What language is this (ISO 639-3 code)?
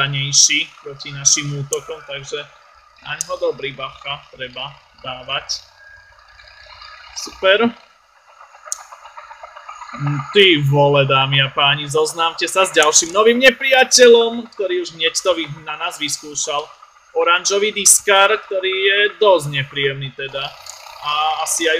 slk